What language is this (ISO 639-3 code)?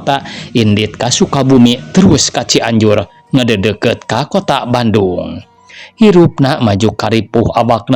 sun